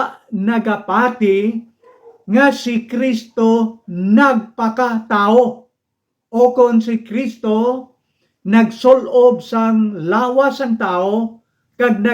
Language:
Hiligaynon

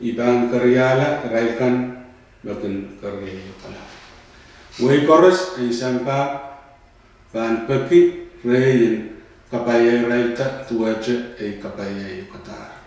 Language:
Pohnpeian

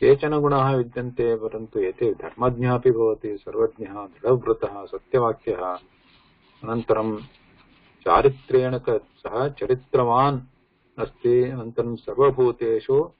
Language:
Sanskrit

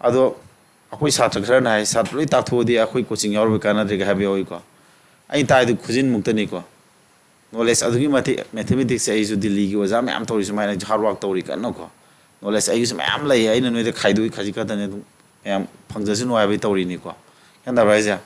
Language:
Manipuri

